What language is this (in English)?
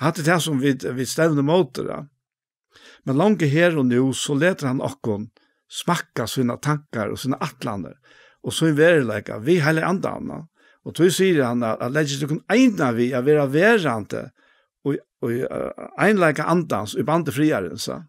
Faroese